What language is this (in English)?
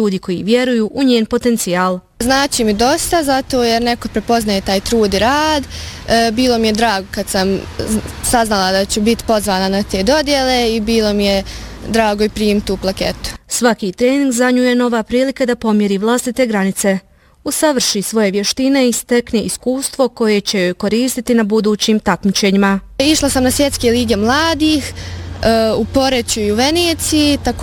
Bosnian